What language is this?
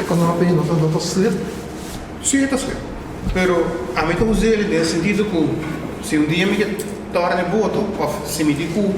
Papiamento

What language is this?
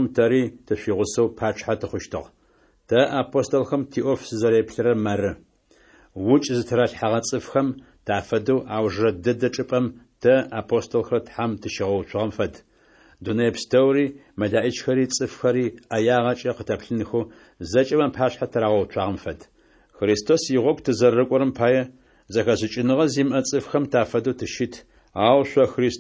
Adyghe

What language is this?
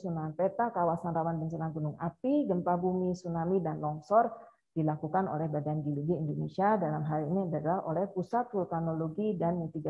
Indonesian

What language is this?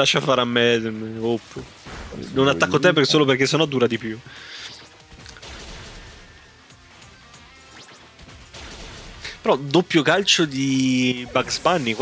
Italian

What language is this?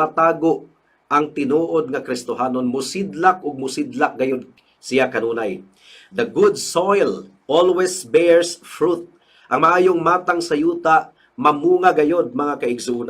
Cebuano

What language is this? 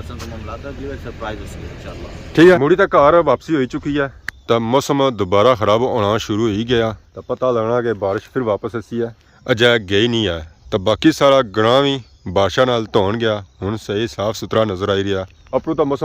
Pahari-Potwari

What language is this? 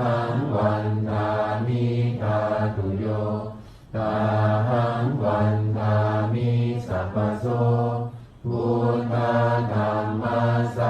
Pali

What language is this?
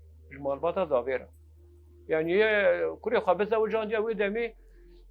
Kurdish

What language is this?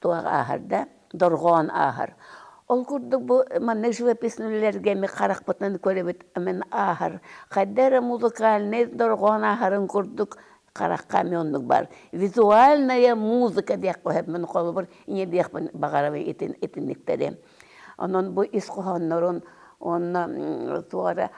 Yakut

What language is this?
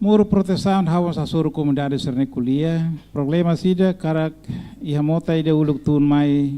Tetum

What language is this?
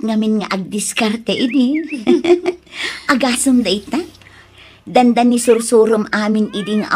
Iloko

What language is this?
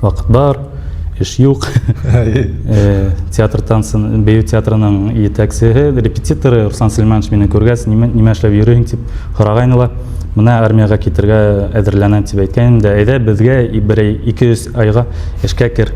Bashkir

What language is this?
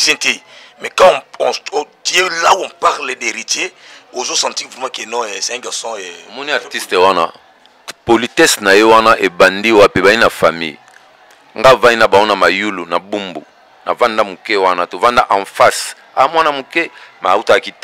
Lingala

